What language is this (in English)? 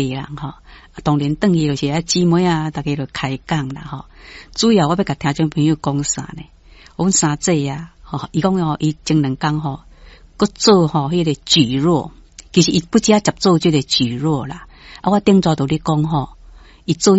Min Nan Chinese